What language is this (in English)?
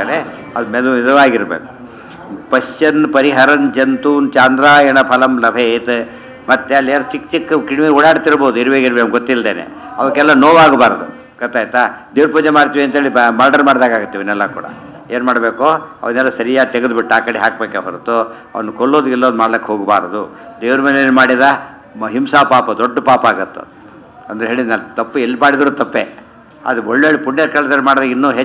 Kannada